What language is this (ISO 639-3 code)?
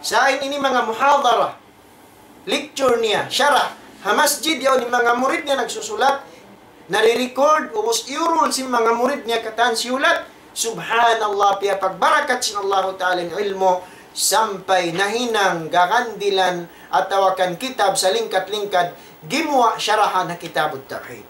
tsg